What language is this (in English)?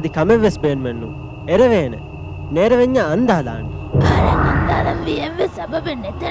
Divehi